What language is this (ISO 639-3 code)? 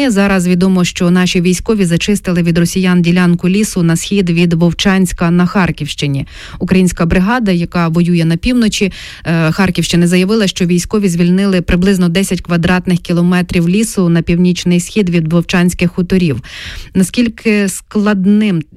ukr